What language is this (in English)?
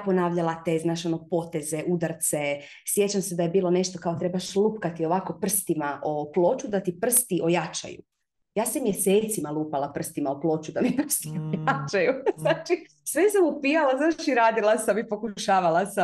Croatian